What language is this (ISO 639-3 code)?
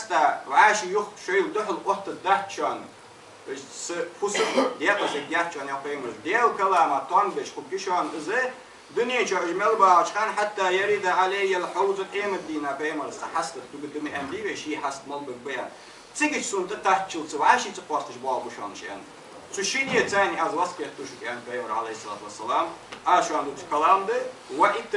inh